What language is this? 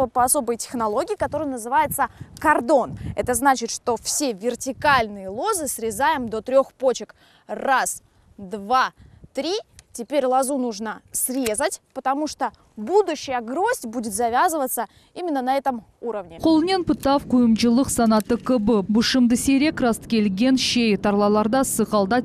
Crimean Tatar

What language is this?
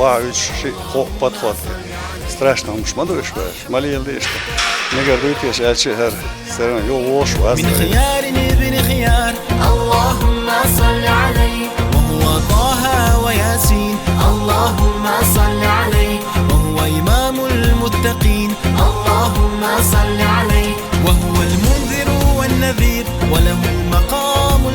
Chechen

